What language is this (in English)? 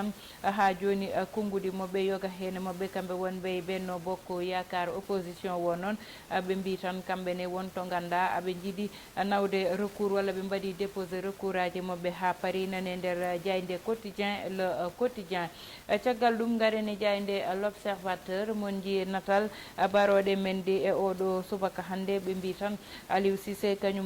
Fula